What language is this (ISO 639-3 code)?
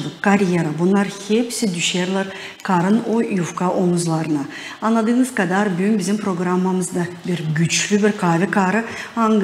gag